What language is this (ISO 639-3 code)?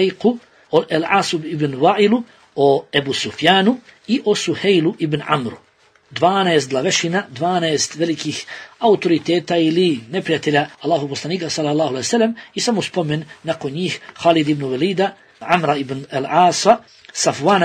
bos